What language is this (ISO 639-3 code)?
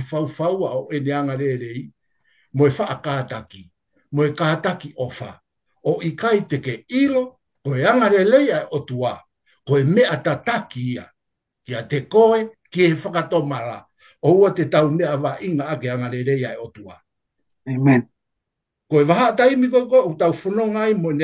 ton